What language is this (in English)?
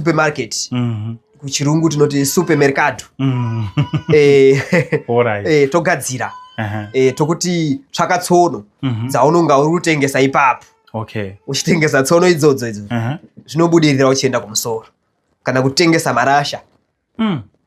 Shona